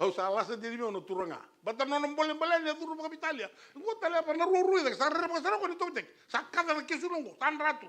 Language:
Fijian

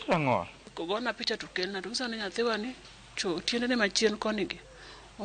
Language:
Luo (Kenya and Tanzania)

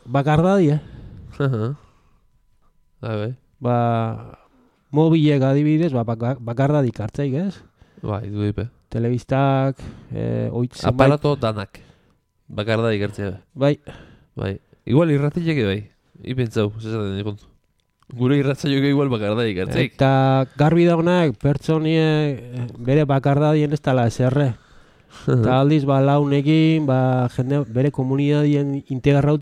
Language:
Basque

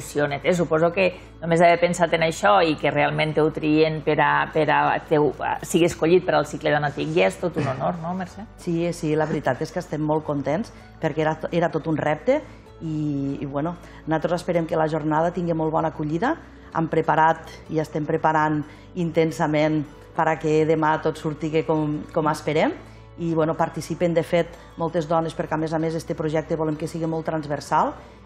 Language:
Catalan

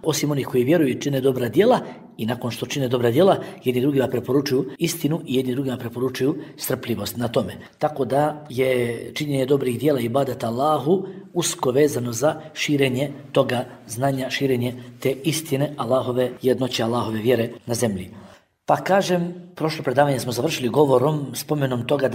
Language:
Bosnian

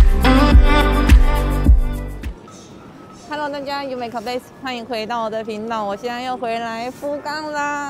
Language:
Chinese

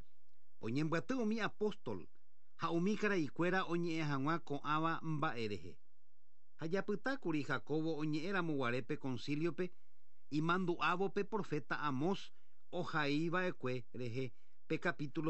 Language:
Guarani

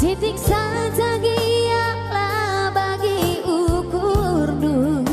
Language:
Batak Karo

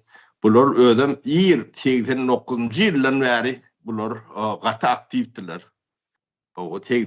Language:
Turkmen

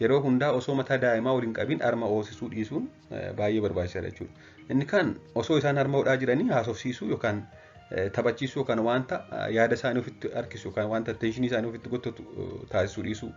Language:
Oromo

